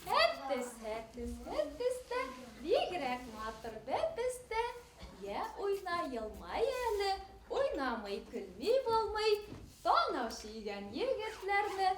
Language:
Bashkir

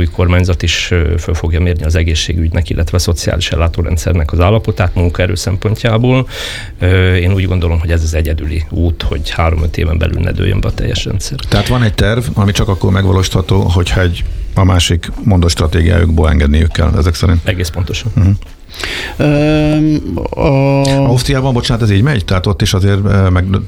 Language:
Hungarian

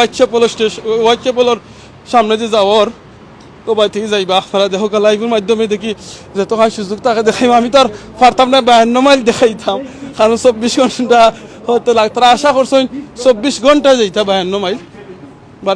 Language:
Sylheti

